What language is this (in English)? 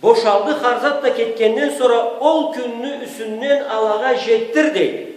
Karachay-Balkar